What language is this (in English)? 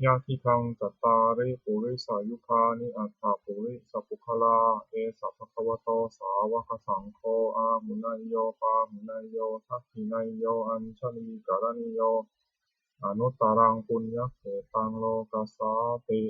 Pali